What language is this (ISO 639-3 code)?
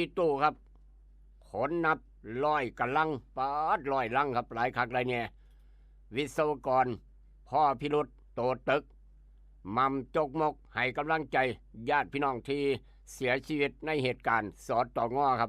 tts